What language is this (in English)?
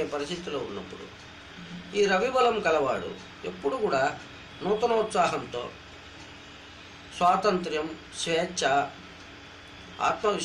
Telugu